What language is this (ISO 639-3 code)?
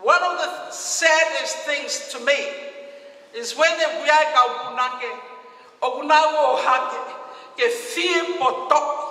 ton